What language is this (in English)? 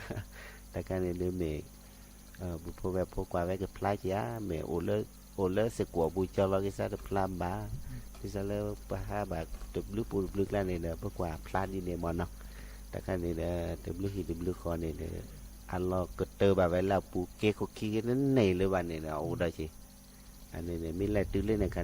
S'gaw Karen